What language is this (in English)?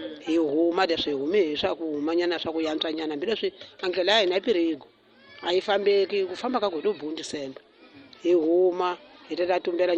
Tsonga